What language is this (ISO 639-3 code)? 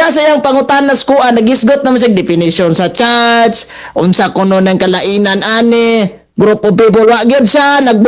ceb